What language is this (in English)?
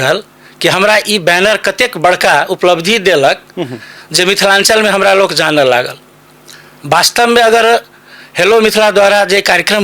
Maithili